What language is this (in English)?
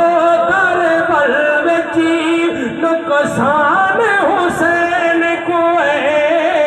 Saraiki